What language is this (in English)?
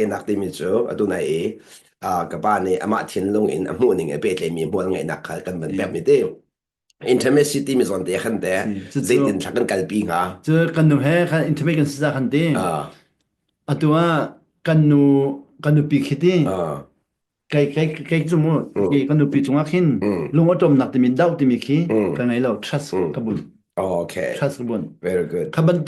Hakha Chin